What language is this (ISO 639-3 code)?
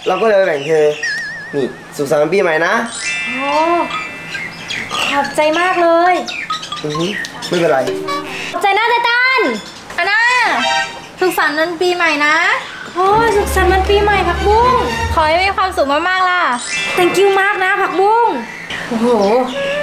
tha